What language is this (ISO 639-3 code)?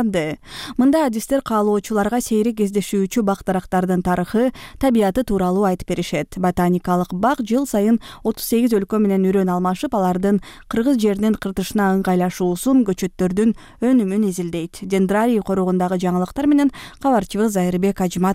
kir